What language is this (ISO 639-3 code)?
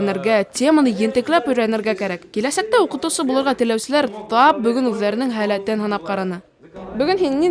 bak